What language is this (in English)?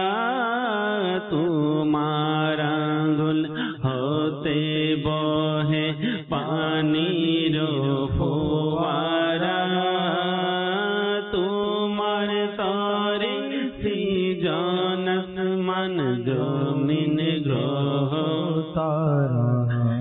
Bangla